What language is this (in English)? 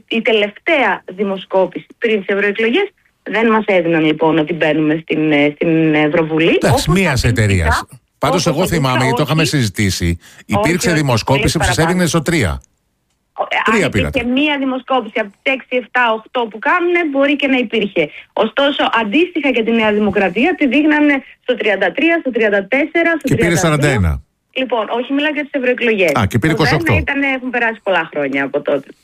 Greek